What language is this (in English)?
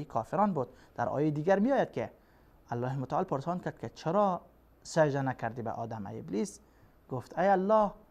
Persian